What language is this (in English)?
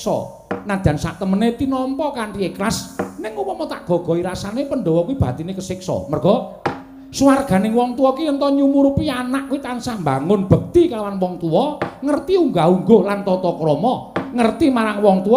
Javanese